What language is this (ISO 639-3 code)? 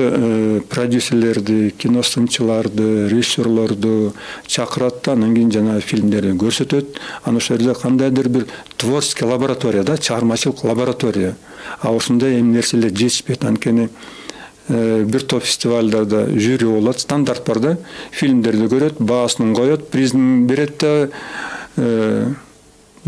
kir